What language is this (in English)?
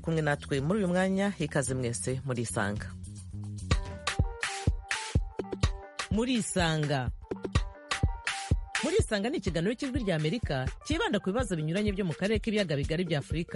Kinyarwanda